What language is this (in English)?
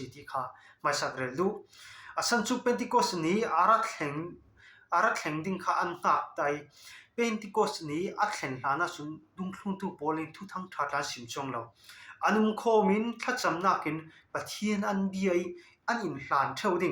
Falam Chin